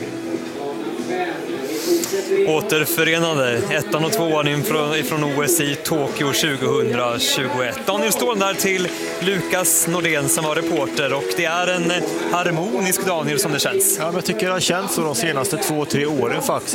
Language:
Swedish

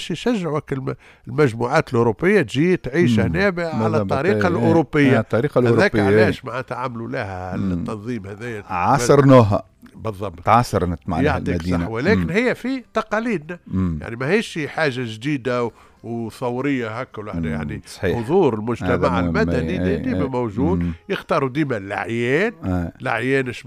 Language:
Tunisian Arabic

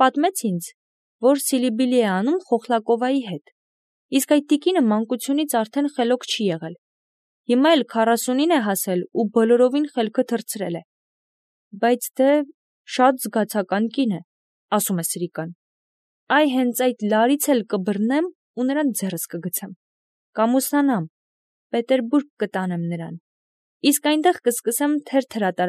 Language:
Armenian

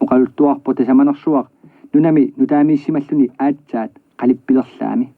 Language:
Kalaallisut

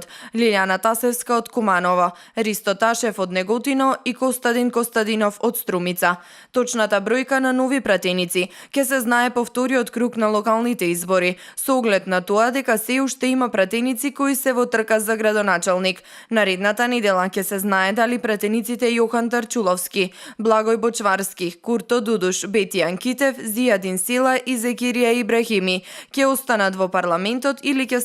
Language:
Macedonian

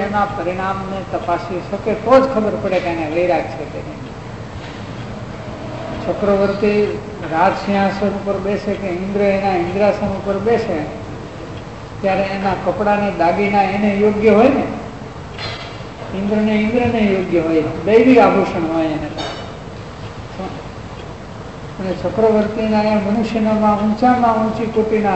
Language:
Gujarati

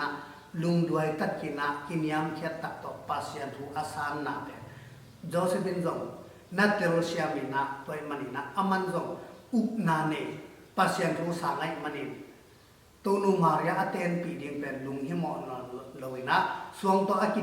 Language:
Tedim Chin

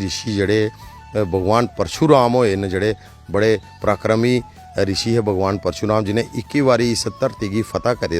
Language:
Dogri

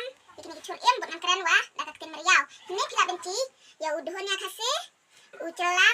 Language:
Khasi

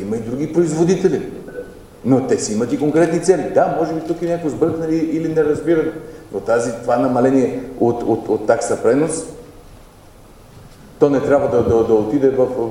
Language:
Bulgarian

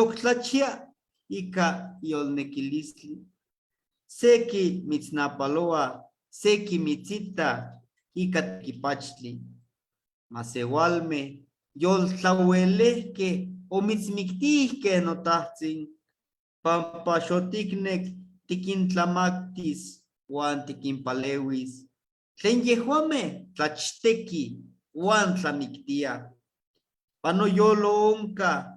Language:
Eastern Huasteca Nahuatl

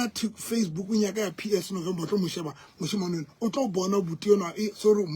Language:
Southern Sotho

